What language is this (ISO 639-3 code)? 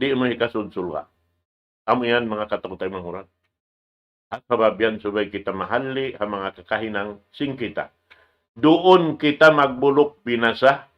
tsg